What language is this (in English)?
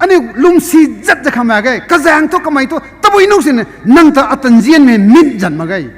Rongmei Naga